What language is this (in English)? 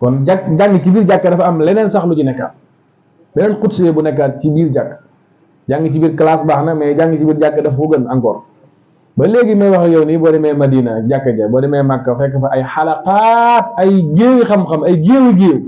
Wolof